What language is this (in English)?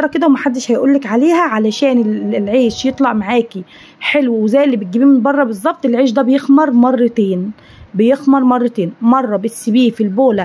Egyptian Arabic